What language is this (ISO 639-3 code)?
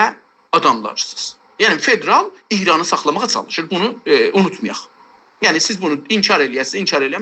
azb